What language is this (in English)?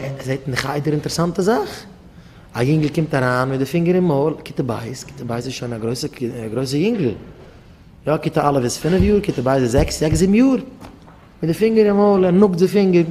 Yiddish